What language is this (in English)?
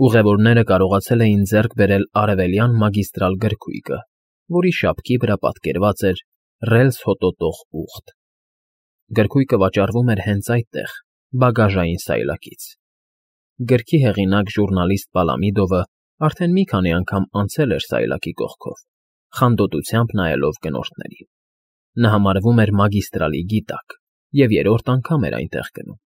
Armenian